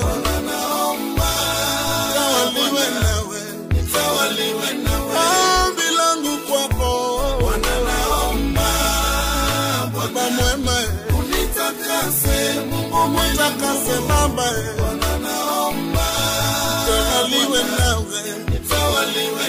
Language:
Swahili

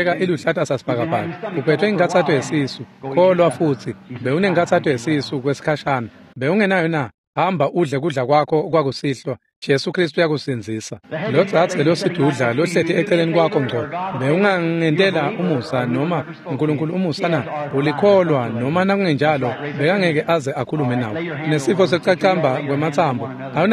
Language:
Swati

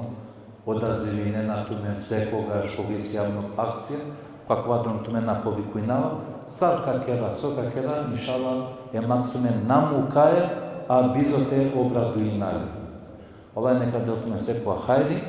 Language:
Balkan Romani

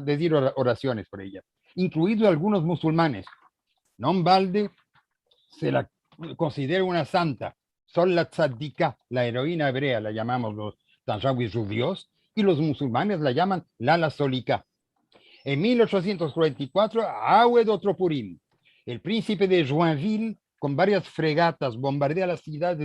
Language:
Ladino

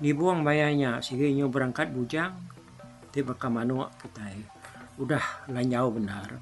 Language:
Iban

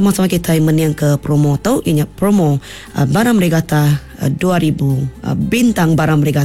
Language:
Iban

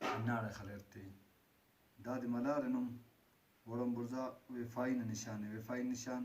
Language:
Brahui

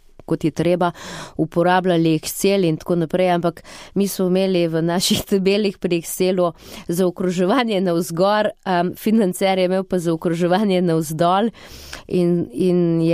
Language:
Slovenian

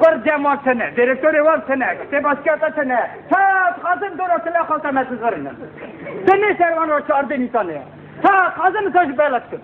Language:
Kurdish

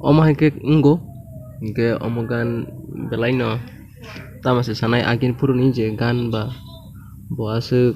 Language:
Kok Borok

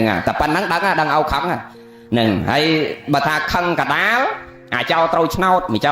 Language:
Khmer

